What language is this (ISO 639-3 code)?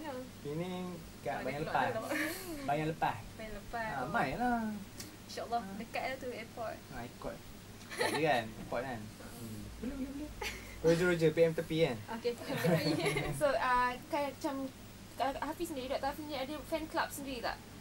msa